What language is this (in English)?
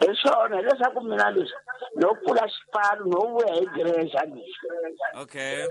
Tsonga